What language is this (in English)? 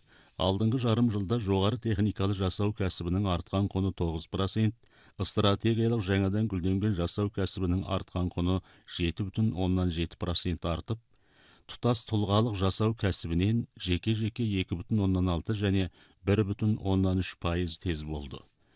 Kazakh